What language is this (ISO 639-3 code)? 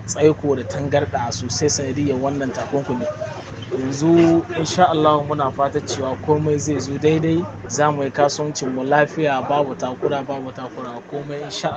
hau